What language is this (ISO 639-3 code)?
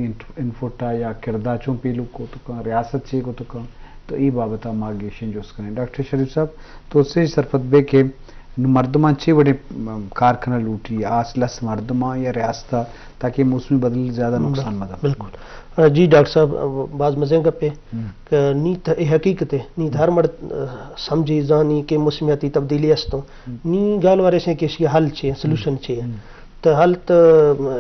bgp